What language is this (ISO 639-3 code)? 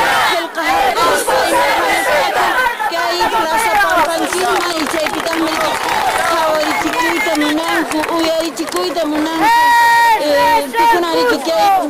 que